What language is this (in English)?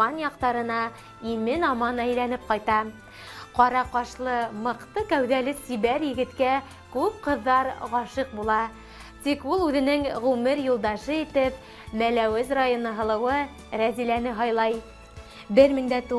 Bashkir